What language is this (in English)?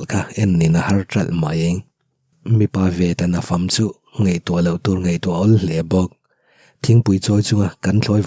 Mizo